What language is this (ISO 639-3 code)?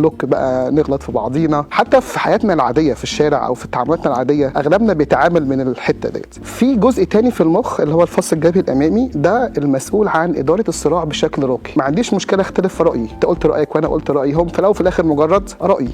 arz